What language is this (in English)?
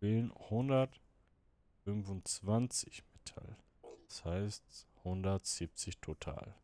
Swiss German